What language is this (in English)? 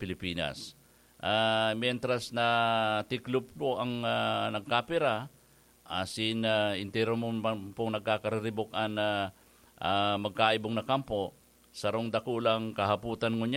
Bikol